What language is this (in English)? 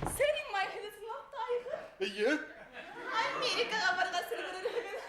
Bashkir